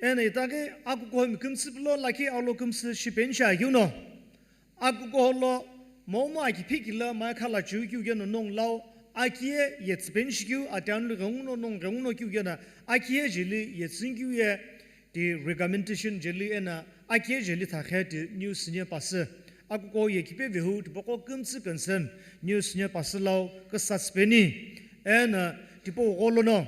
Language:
Sumi Naga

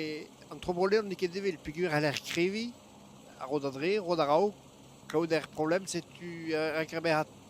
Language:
Breton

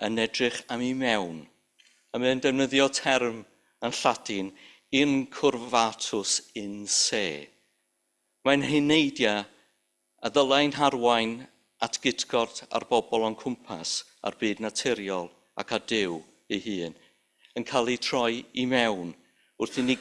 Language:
Welsh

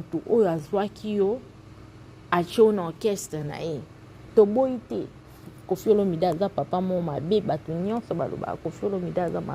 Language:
Lingala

